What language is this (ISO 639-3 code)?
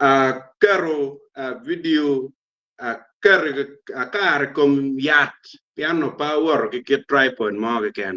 ach